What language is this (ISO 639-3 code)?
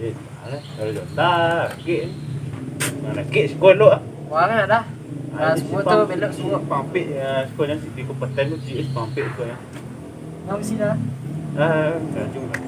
min